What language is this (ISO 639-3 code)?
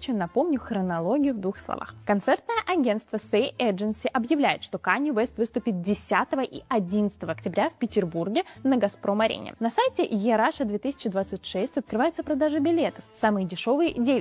rus